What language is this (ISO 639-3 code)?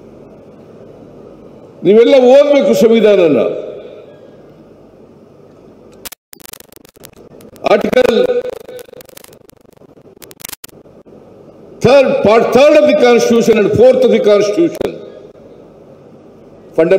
kan